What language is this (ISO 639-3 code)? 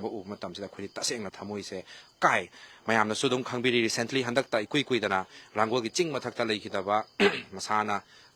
mni